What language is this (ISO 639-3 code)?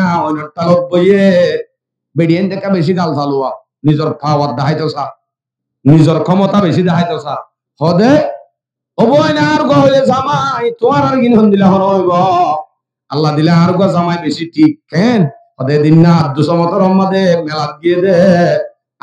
rhg